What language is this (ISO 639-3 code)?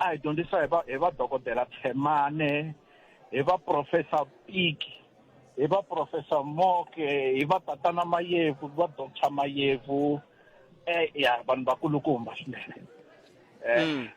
tso